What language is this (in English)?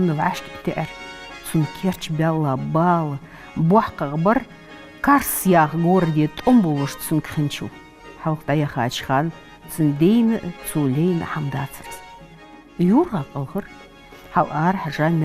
Ingush